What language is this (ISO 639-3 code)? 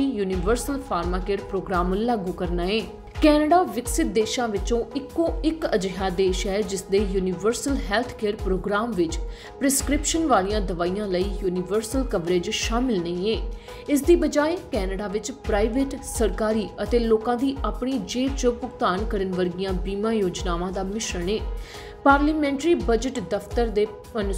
pan